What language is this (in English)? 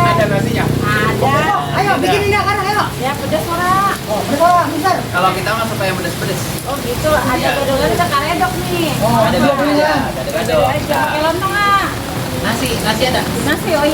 Betawi